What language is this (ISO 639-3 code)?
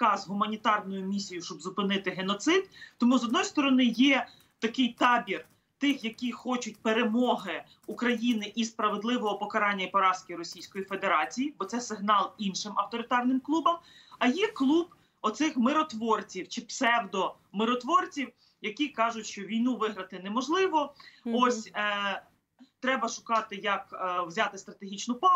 ukr